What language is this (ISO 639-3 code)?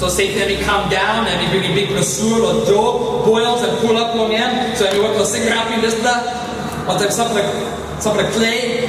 tpi